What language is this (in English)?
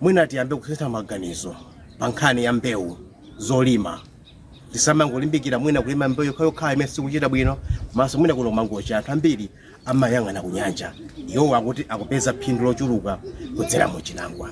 Nyanja